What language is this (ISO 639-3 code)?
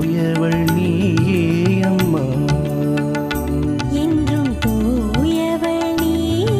tam